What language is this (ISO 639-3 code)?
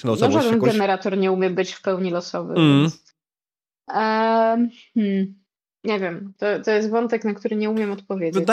pol